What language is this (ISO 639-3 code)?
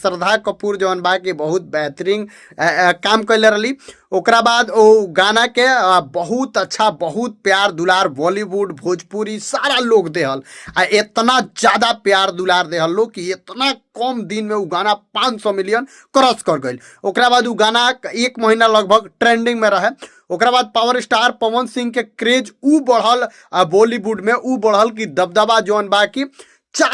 bho